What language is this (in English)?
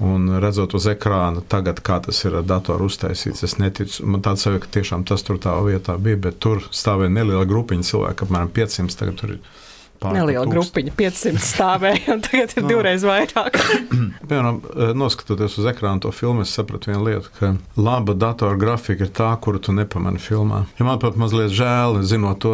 Latvian